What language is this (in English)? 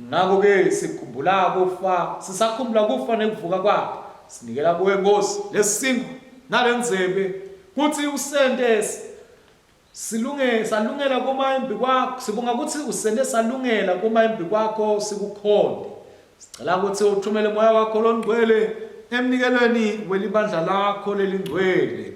Swati